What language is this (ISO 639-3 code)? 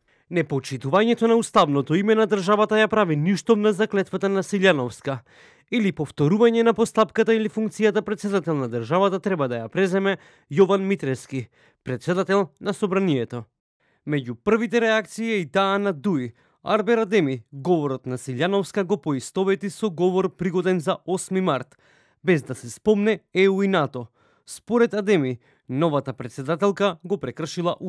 mkd